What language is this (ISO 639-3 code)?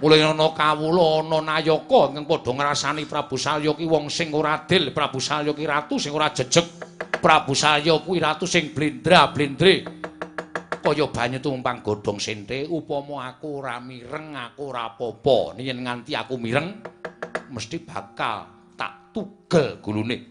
jav